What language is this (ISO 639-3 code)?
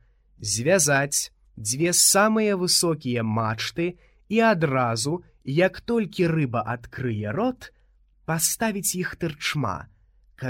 bel